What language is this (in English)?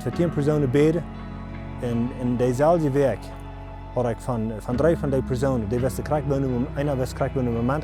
Plautdietsch